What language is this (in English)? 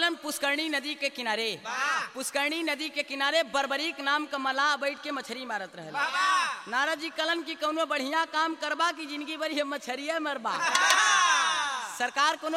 Bhojpuri